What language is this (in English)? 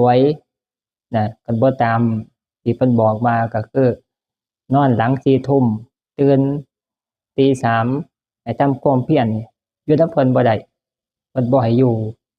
Northeastern Thai